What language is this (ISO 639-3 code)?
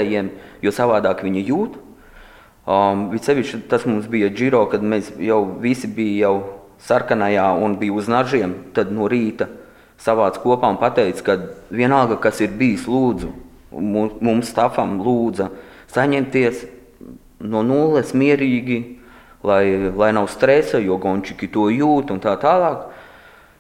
lav